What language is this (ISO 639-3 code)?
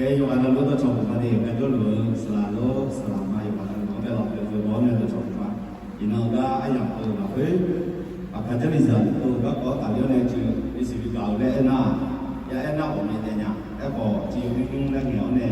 ahk